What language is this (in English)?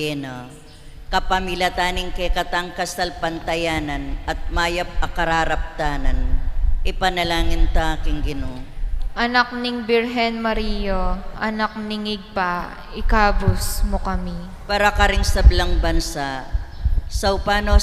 Pampanga